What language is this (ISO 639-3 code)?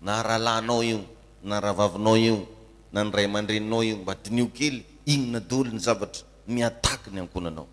mlg